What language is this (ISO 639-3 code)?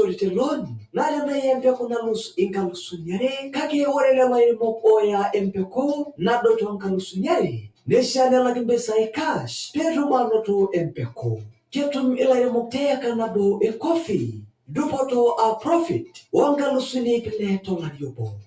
mas